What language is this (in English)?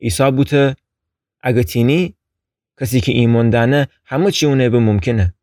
Gilaki